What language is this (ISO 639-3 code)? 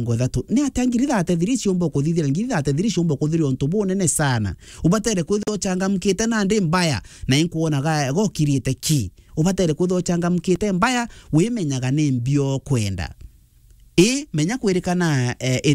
mer